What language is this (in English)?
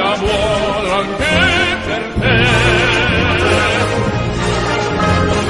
Italian